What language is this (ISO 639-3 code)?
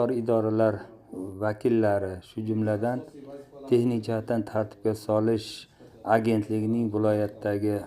uzb